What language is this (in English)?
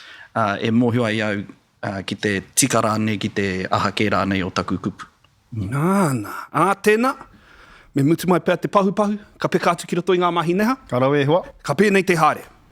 Māori